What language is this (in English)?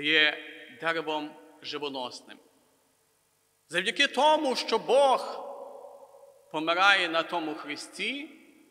Ukrainian